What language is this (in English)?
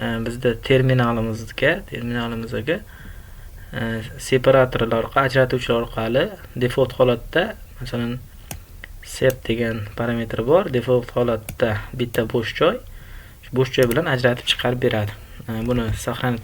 Uzbek